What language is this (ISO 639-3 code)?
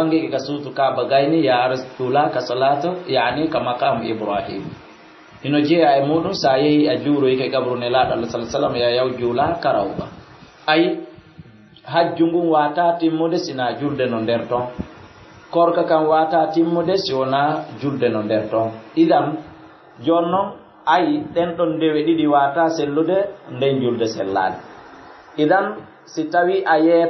ful